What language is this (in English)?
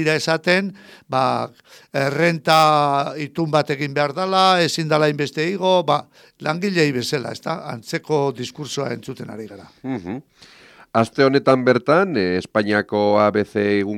Basque